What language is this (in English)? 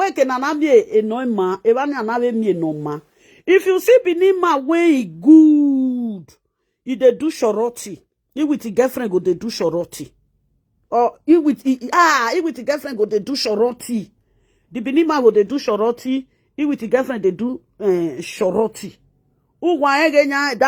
Nigerian Pidgin